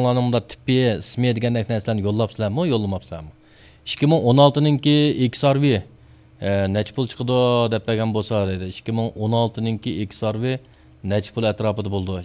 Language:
Uyghur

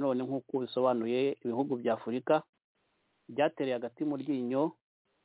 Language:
Kinyarwanda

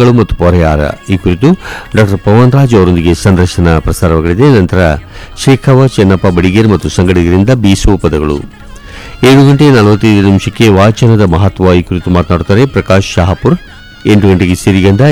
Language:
Kannada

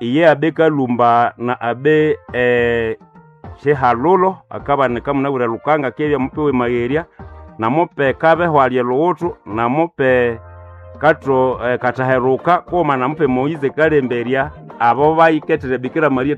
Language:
Nande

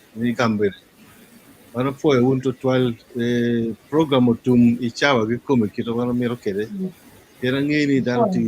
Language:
Acoli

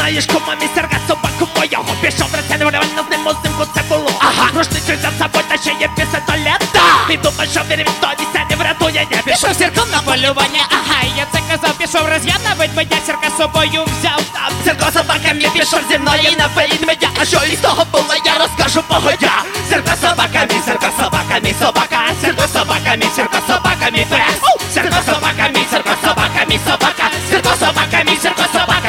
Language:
Ukrainian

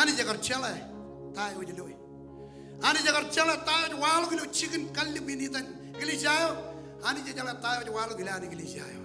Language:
Marshallese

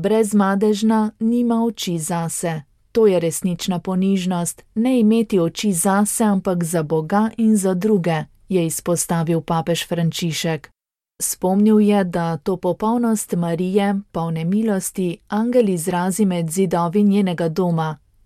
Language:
Slovenian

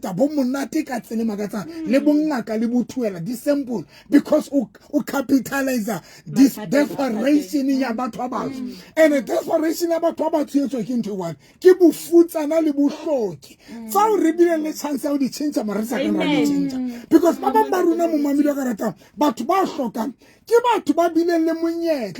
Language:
Southern Sotho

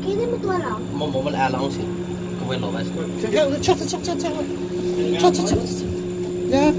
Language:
Hakha Chin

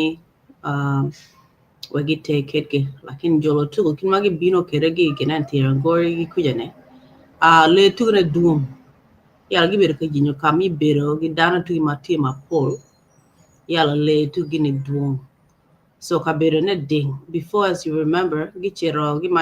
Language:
Acoli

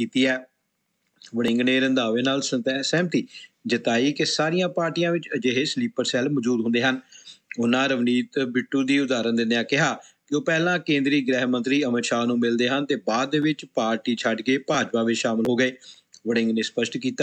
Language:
Punjabi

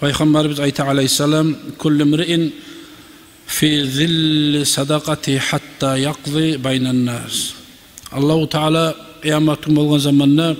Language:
Kumyk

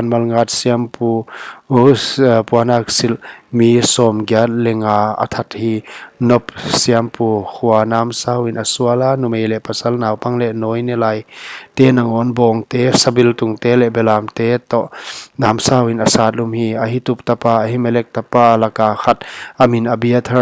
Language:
Paite Chin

